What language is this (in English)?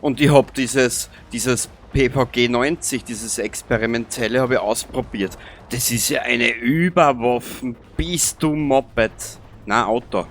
Bavarian